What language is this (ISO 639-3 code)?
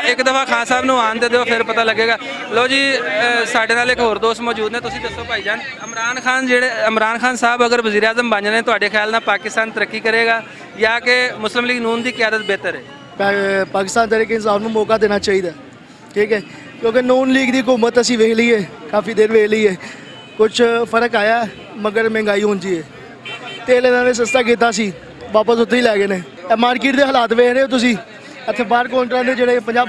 lah